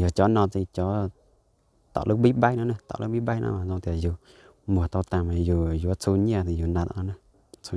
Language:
Hmong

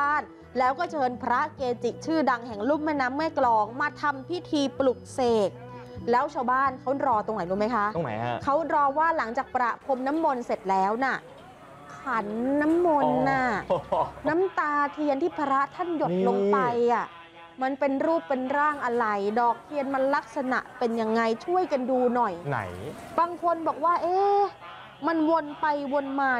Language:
Thai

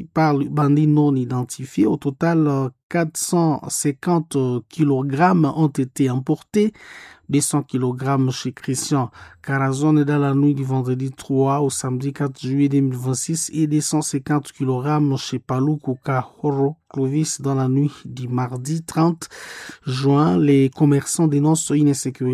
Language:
French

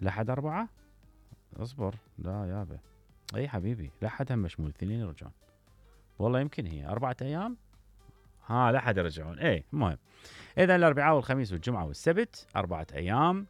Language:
Mesopotamian Arabic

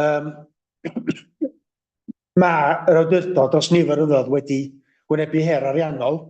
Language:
Welsh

